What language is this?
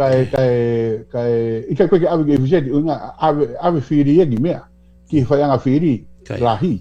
Tongan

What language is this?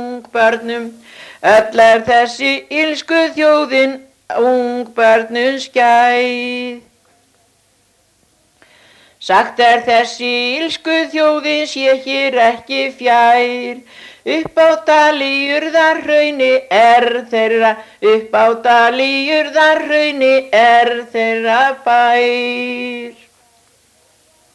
Icelandic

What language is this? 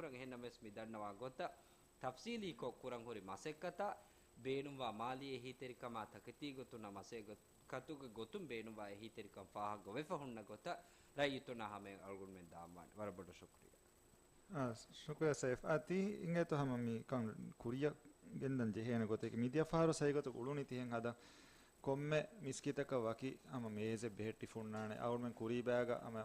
Divehi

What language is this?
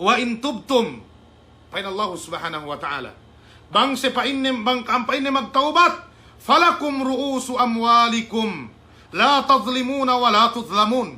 Yakan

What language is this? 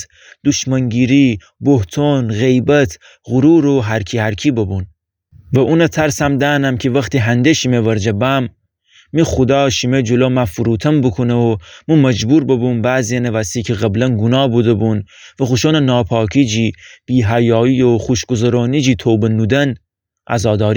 Gilaki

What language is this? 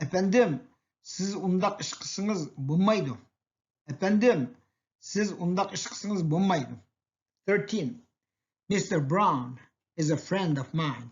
Uyghur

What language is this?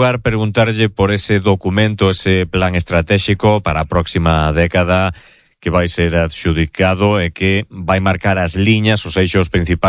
Galician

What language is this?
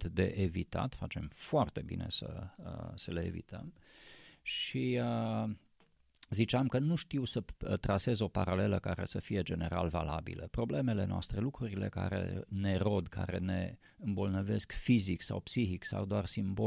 Romanian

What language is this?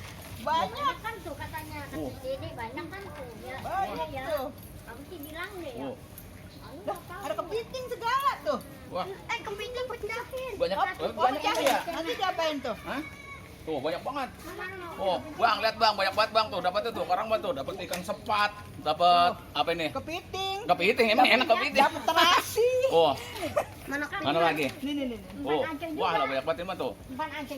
Betawi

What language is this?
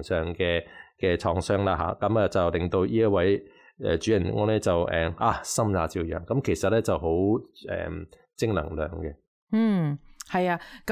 Cantonese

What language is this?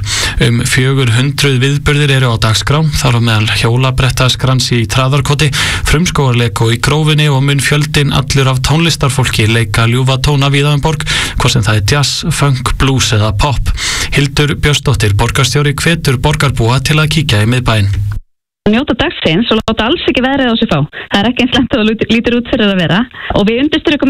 Icelandic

